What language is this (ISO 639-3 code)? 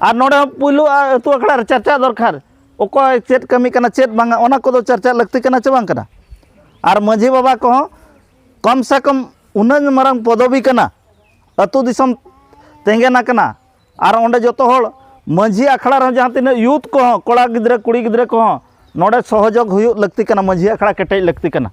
sat